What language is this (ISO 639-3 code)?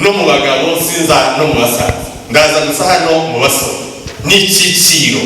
kin